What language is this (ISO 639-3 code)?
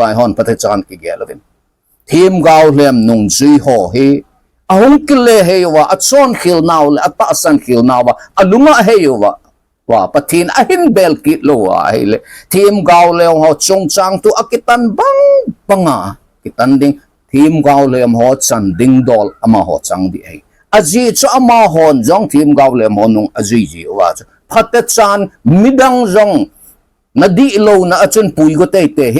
tcz